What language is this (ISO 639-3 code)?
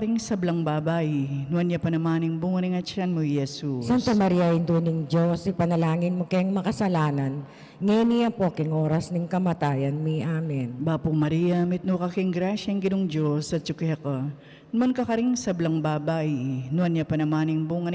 pam